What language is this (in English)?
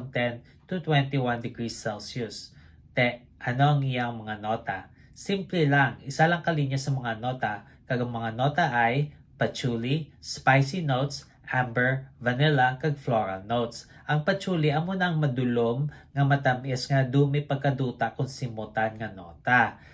Hiligaynon